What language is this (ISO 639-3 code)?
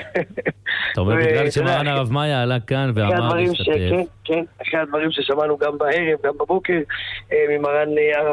heb